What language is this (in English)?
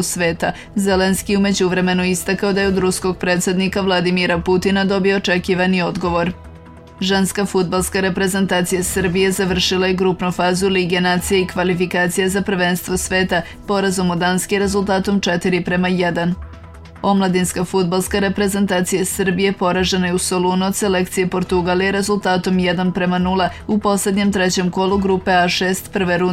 Serbian